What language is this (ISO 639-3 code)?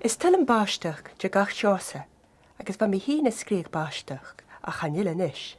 gla